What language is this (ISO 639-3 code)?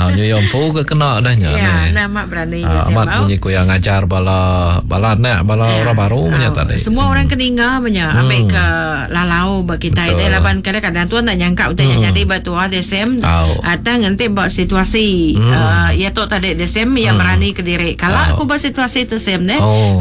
iba